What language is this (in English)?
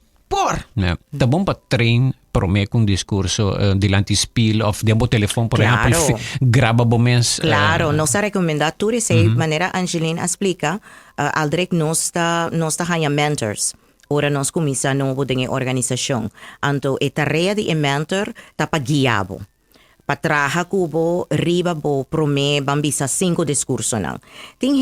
Papiamento